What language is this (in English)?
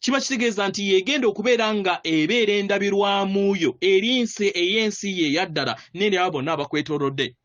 Ganda